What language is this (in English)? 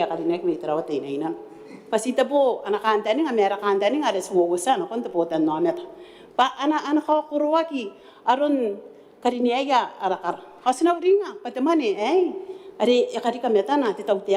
Gilbertese